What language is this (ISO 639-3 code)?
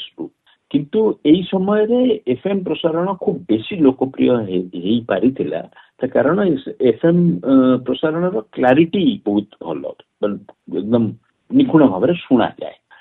ori